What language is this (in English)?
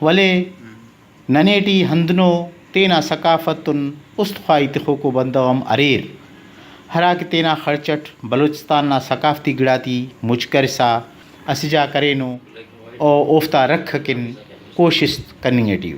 Brahui